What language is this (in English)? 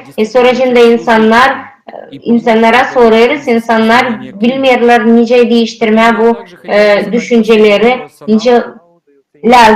Gagauz